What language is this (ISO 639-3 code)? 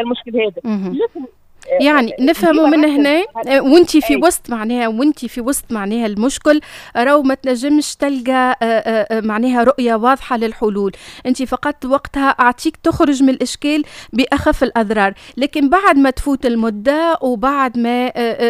aeb